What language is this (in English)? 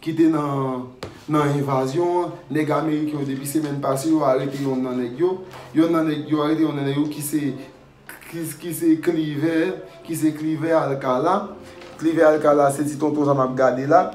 Haitian Creole